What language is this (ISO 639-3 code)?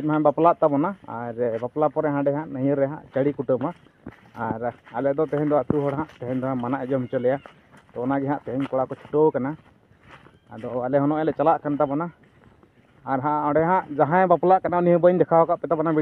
sat